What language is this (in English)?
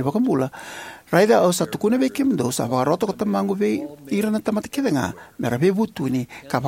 Fijian